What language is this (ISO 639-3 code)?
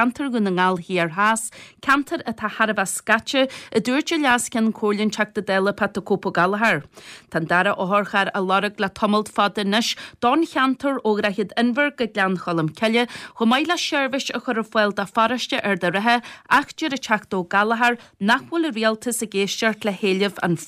gle